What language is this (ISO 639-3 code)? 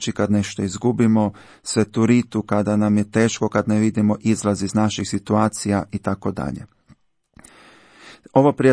hrv